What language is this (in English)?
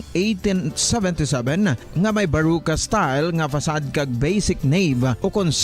Hiligaynon